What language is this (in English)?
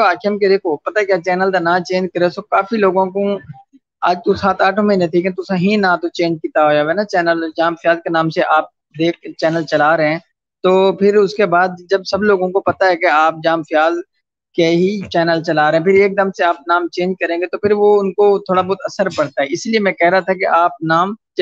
Saraiki